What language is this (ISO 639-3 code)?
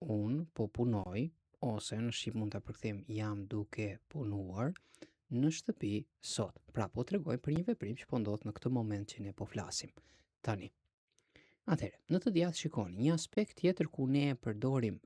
sqi